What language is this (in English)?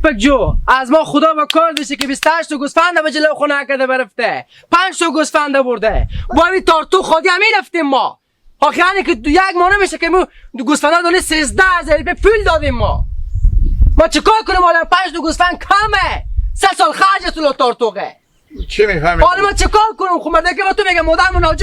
Hazaragi